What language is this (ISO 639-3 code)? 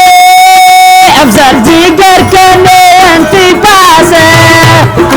brh